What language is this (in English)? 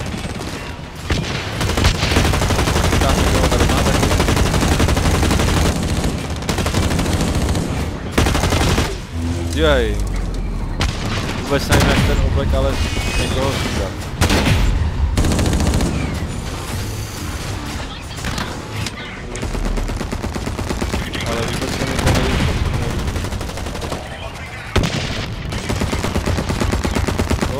Czech